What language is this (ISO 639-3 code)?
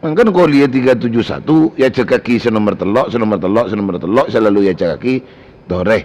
mad